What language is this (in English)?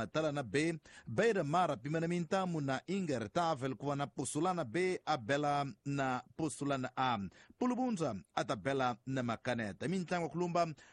Tsonga